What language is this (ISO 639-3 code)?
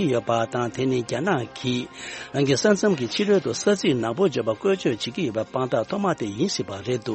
bod